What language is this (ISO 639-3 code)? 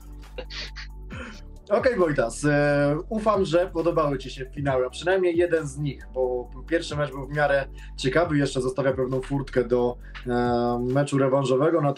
pol